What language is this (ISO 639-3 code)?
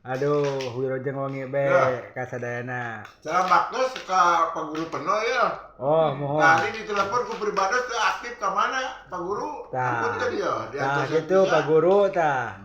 sun